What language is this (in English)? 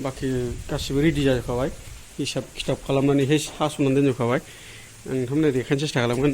Bodo